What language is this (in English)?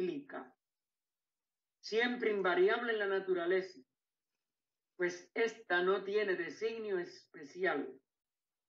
Spanish